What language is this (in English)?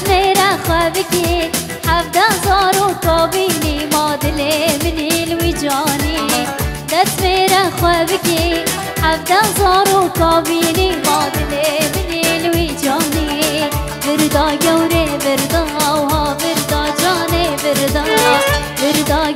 Kurdish